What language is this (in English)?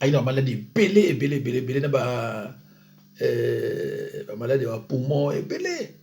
Lingala